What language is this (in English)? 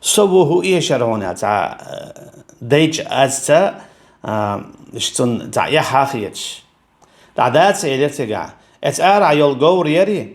Chechen